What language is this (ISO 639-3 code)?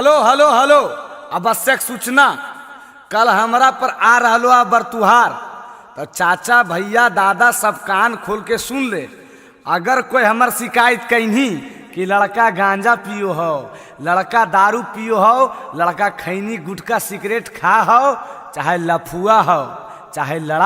mag